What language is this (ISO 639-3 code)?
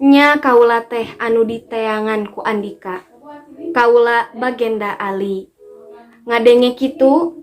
sun